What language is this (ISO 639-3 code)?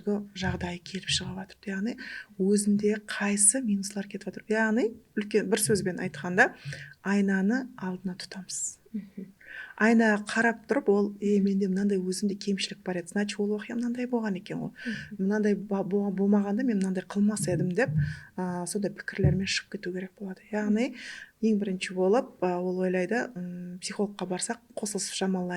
kaa